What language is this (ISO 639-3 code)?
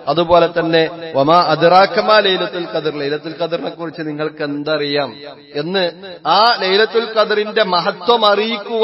mal